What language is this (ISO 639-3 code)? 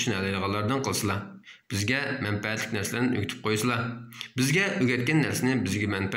uig